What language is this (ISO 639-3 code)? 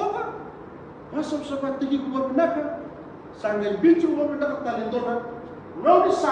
fij